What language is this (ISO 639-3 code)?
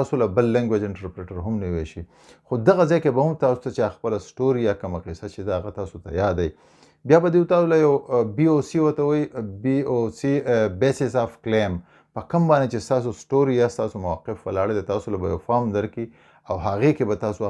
pus